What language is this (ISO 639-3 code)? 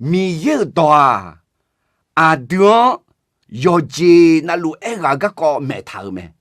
ahk